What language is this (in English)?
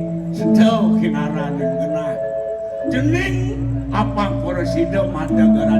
Balinese